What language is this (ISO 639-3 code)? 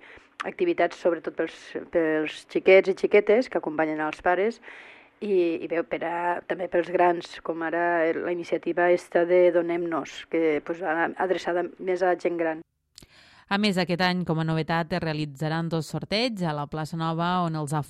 cat